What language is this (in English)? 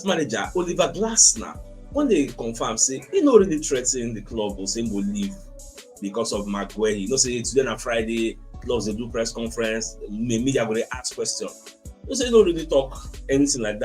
Nigerian Pidgin